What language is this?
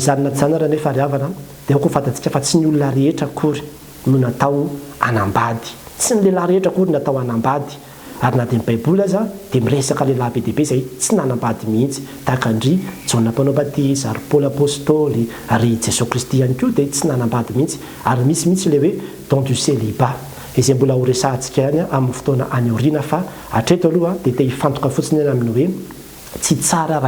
Malagasy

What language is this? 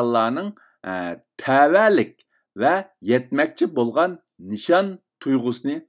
Uyghur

